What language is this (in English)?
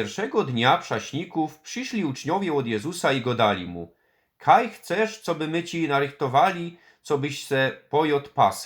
Silesian